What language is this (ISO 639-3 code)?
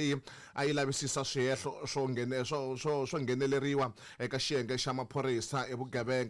tso